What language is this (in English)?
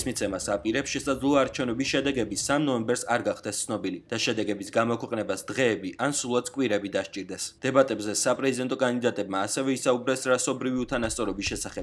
Georgian